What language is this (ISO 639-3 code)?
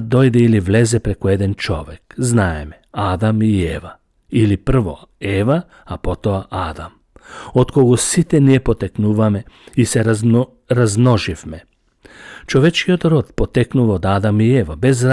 mkd